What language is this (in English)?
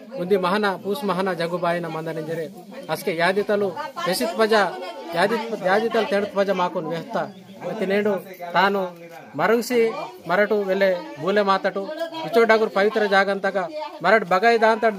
Gondi